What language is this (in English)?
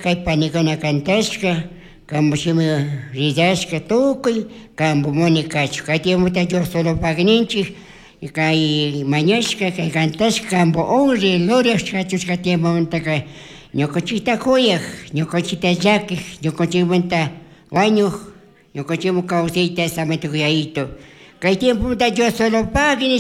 Chimborazo Highland Quichua